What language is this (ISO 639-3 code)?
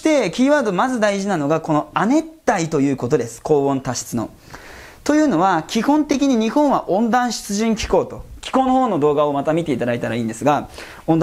jpn